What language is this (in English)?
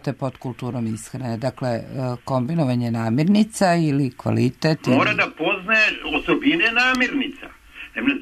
Serbian